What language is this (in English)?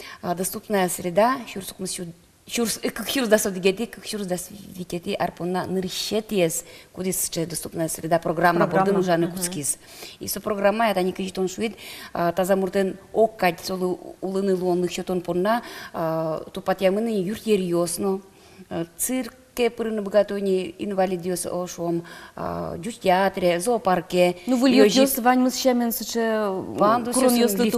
Udmurt